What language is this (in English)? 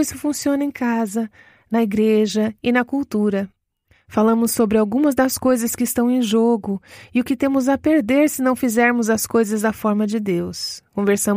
Portuguese